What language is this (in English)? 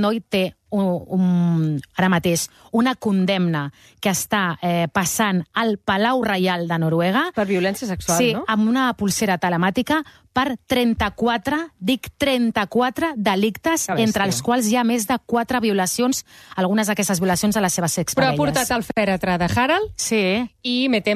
Catalan